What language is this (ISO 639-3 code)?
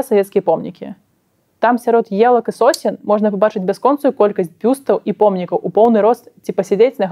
bel